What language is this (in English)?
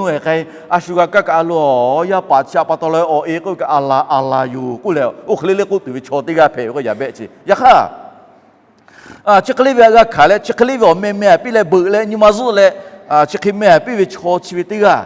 Lahu